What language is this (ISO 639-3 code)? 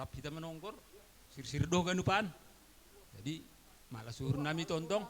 bts